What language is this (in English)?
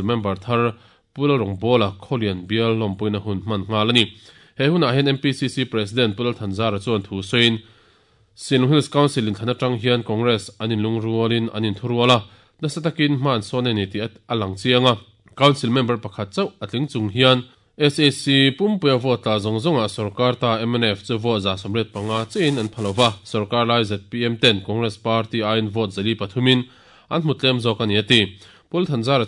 Mizo